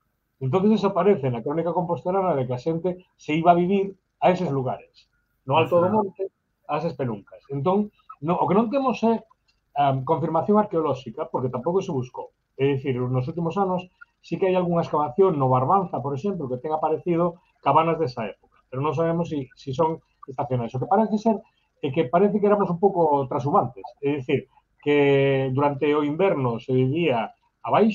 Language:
Galician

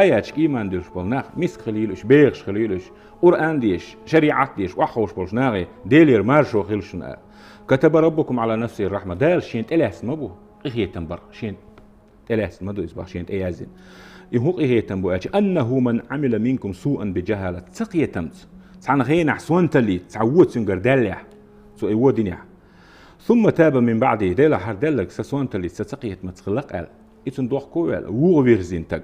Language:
Chechen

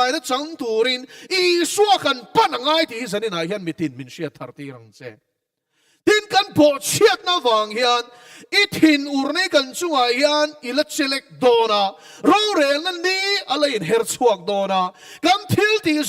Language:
Mizo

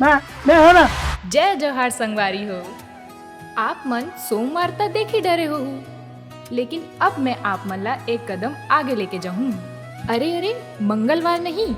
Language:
Chhattisgarhi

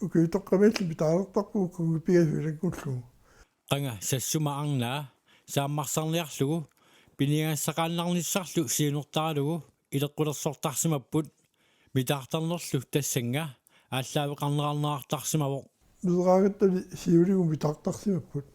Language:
Kalaallisut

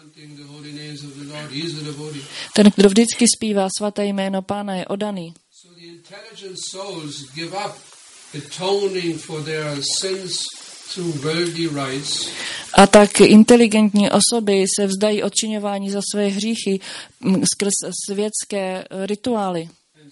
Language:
Czech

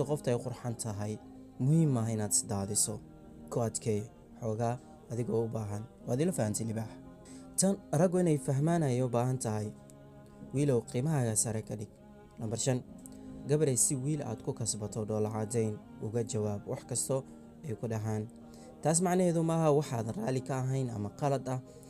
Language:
Somali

